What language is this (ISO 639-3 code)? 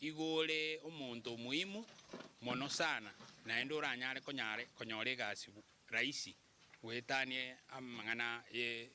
guz